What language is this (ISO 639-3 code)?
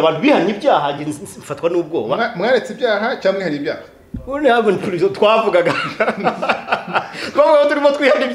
kin